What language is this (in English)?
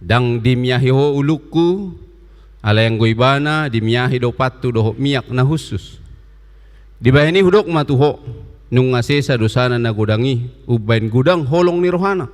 Batak Toba